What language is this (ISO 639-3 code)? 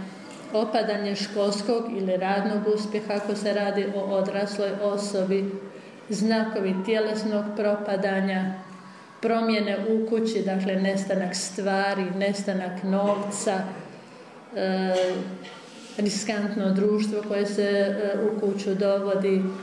hrv